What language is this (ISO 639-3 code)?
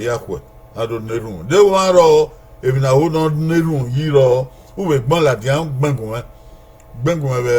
bin